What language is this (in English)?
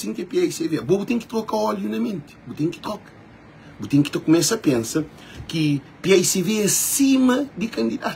Kabuverdianu